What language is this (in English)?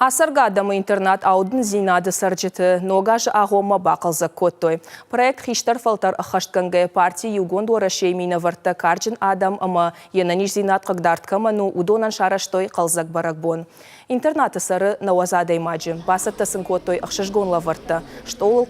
Ossetic